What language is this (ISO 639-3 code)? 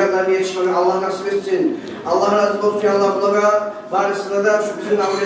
kum